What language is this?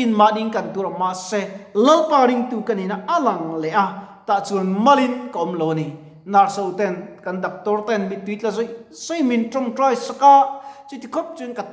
Mizo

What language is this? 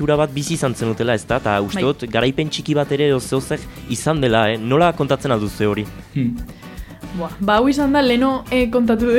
Basque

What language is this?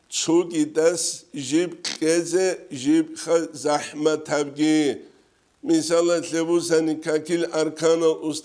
Avaric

